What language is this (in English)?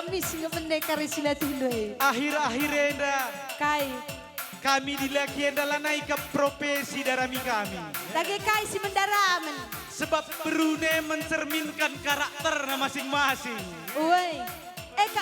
Batak Karo